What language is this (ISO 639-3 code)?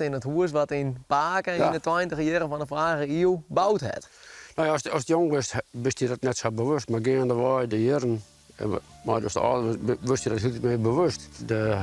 fry